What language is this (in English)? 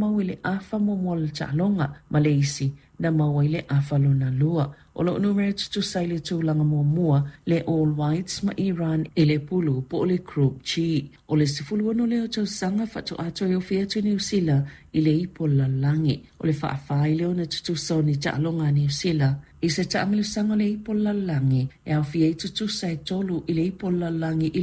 Samoan